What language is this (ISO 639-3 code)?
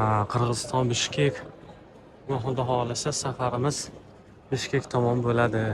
uzb